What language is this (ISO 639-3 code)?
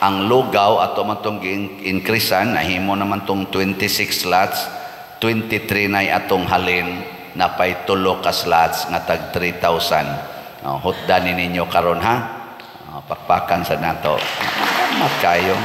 ceb